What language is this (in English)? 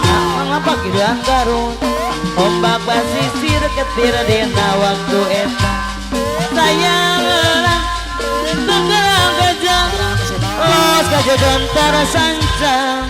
Sundanese